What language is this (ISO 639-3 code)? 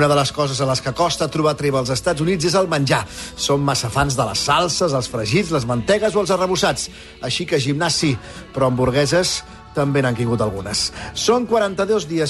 cat